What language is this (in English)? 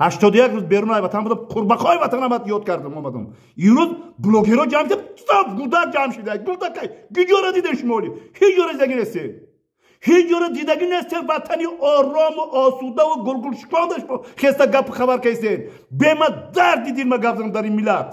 Tajik